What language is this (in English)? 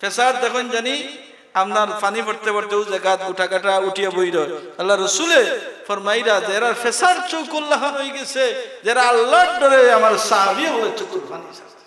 Sylheti